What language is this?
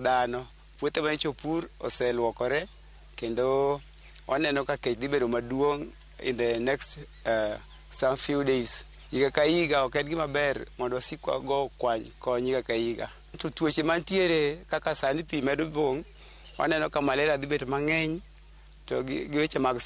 Luo (Kenya and Tanzania)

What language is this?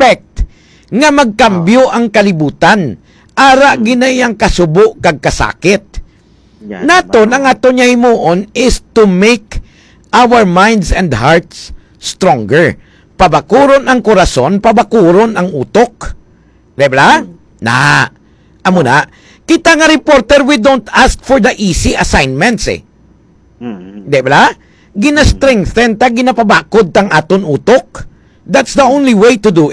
Hiligaynon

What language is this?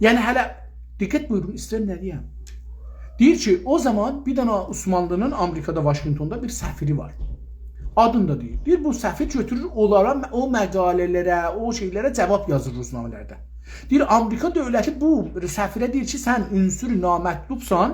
South Azerbaijani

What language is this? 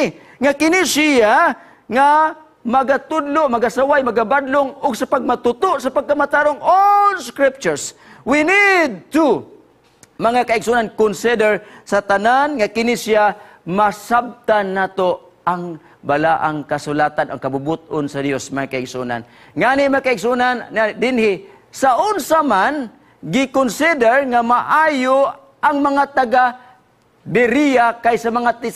Cebuano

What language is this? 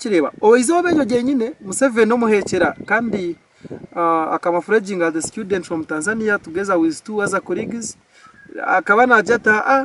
Nyankole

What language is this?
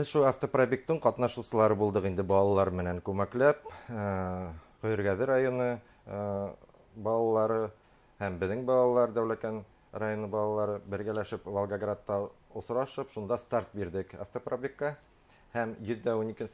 Bashkir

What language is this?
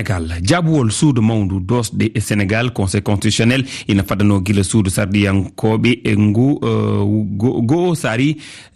Fula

